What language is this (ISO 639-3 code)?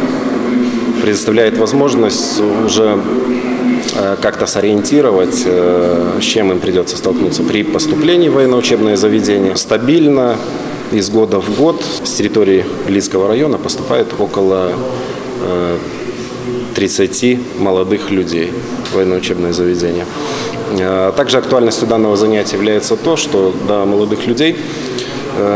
rus